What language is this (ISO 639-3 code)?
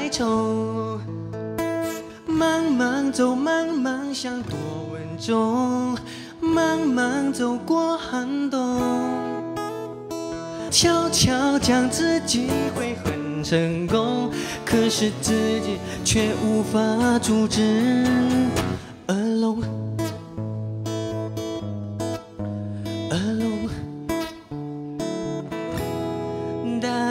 zho